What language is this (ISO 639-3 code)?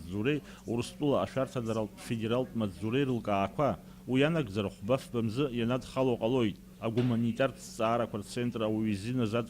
abk